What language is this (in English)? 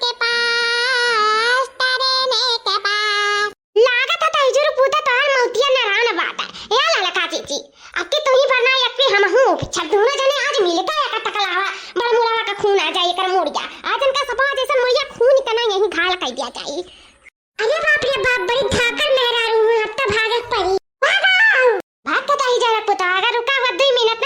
Awadhi